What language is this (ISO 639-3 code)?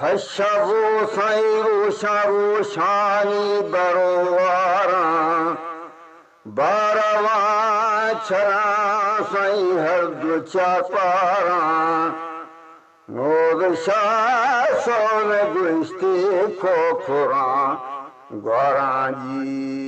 bgp